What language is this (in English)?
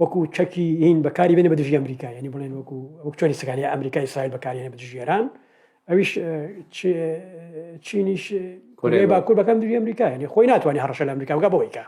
Central Kurdish